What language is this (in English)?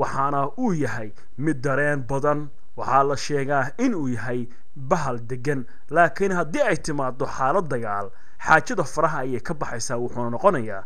Somali